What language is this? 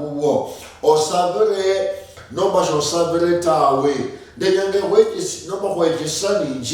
Luyia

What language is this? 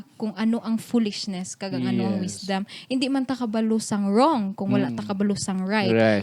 Hiligaynon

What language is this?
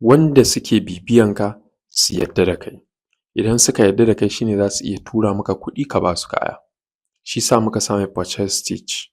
Hausa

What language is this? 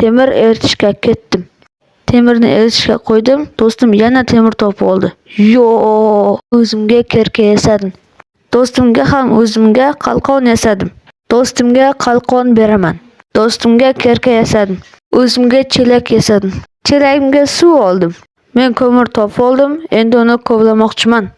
Uzbek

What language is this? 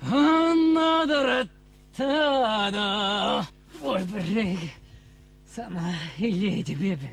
Chuvash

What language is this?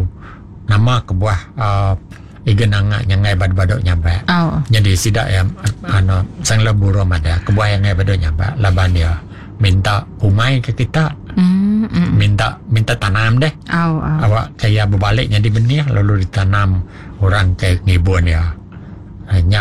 Iban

